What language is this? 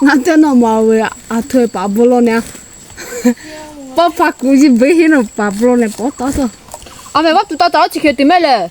Lahu Shi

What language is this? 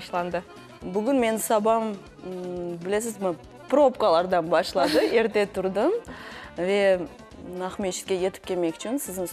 Crimean Tatar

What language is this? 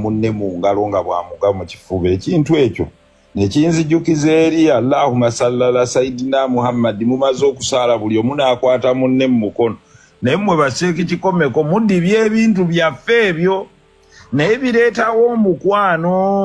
Ganda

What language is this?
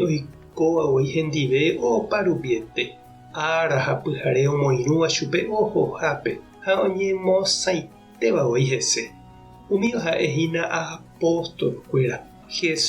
Guarani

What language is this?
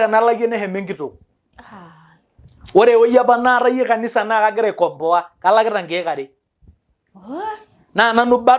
Masai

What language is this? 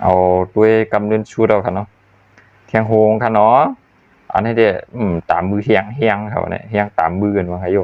Shan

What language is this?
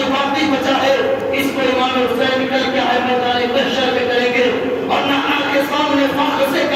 Urdu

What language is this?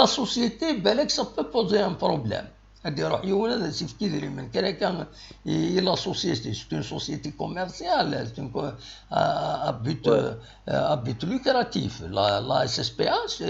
Kabyle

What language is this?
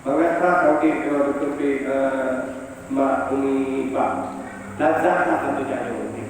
Achinese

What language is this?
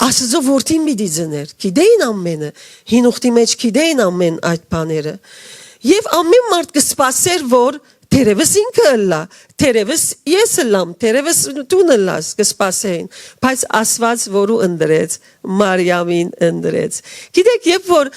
Western Armenian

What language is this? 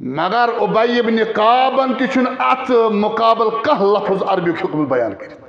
Kashmiri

